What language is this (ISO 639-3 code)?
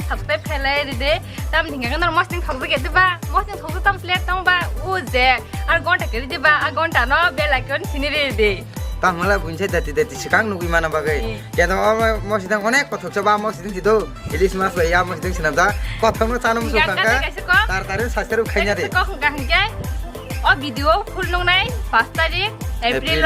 trp